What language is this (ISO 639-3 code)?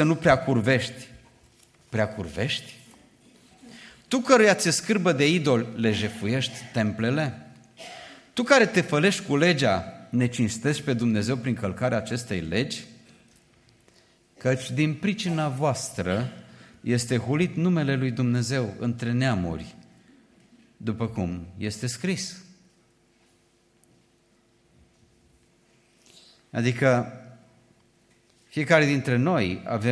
ron